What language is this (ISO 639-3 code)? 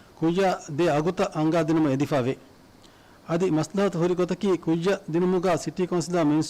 div